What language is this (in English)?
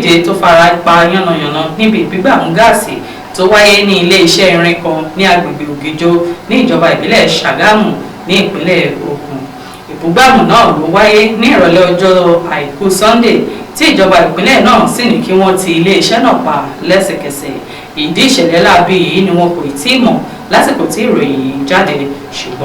Yoruba